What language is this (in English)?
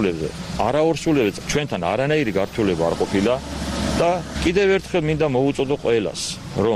Georgian